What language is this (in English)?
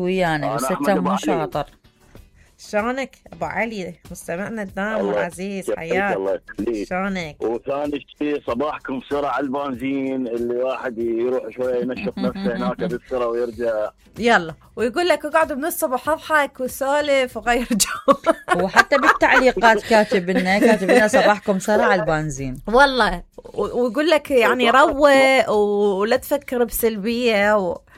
Mesopotamian Arabic